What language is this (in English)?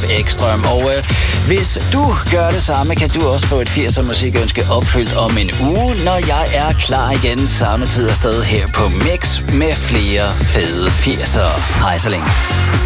Danish